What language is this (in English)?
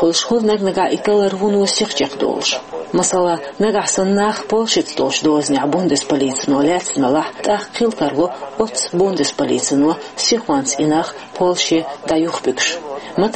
Chechen